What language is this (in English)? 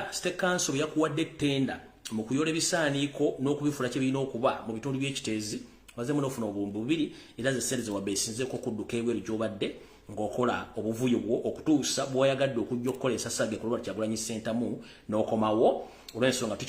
Ganda